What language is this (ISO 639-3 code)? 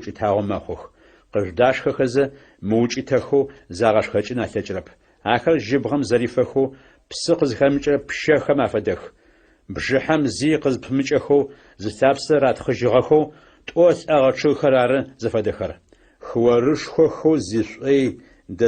ady